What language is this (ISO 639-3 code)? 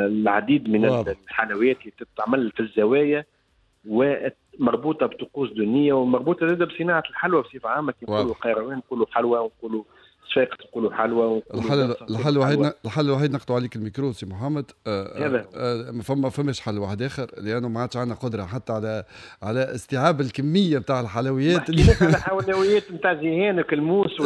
aeb